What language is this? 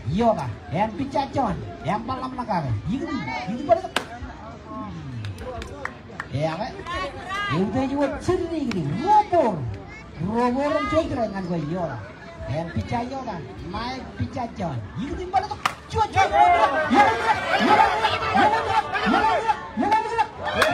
Marshallese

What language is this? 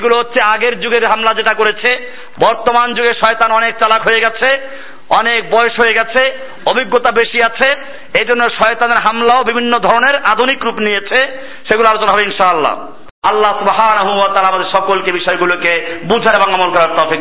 Bangla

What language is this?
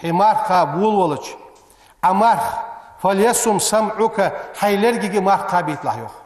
Ingush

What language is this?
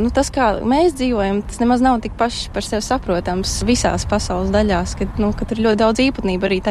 Latvian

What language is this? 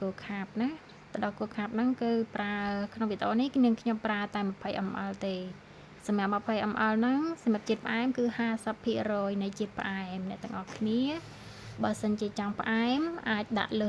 Khmer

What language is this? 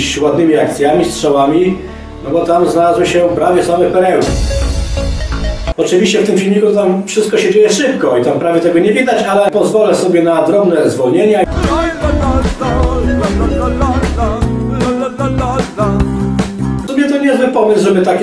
Polish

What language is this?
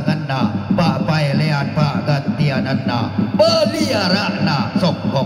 Toraja-Sa'dan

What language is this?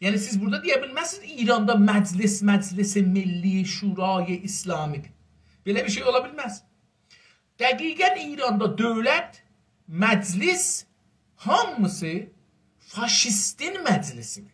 South Azerbaijani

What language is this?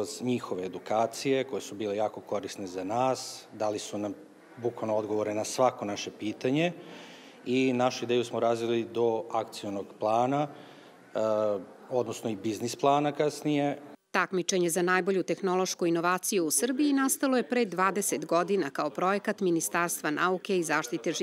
Serbian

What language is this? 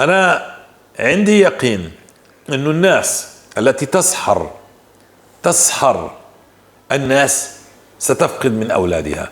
North Levantine Arabic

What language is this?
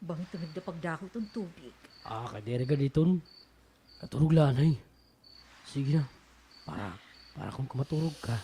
Waray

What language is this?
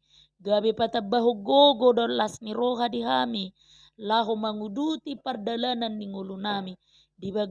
Batak Toba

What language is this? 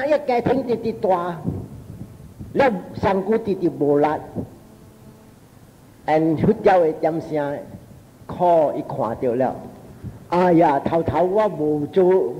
Min Nan Chinese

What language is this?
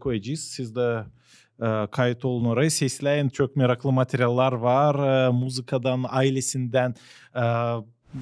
Gagauz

